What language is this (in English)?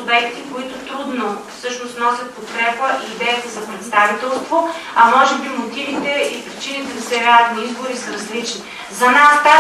Bulgarian